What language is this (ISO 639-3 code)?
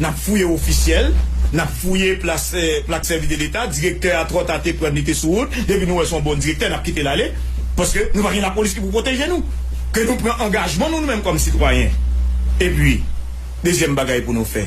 hat